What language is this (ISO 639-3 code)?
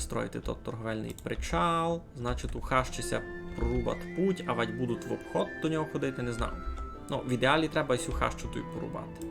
rue